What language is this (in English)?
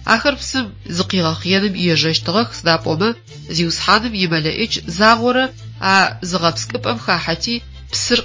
Adyghe